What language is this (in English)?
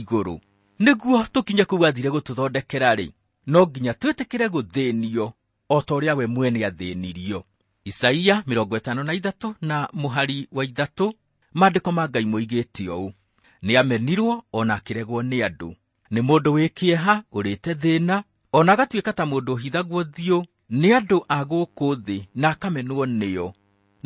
Kikuyu